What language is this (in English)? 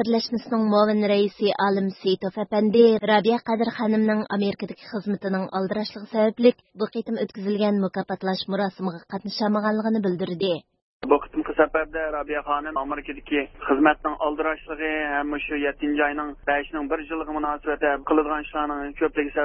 Uyghur